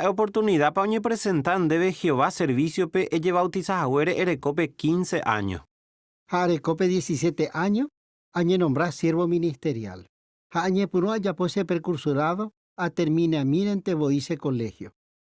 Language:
Guarani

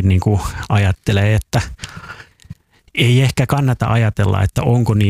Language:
Finnish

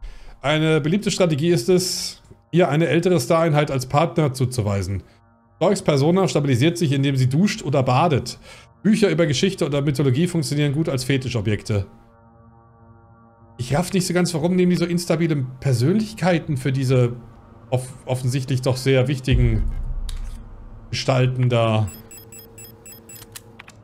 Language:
German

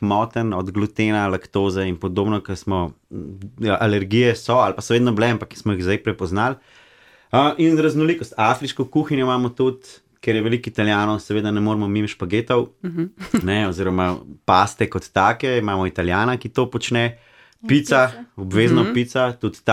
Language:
Slovenian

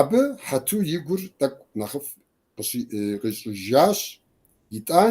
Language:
Kabardian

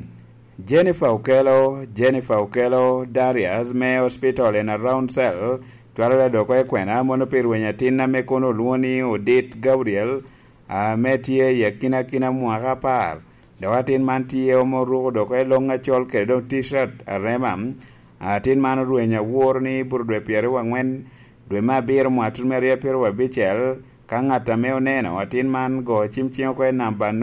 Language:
Lango (Uganda)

